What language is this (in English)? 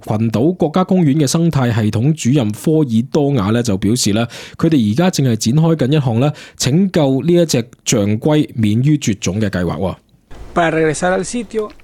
Cantonese